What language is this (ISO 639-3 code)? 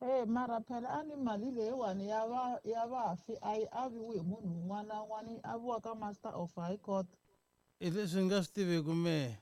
tso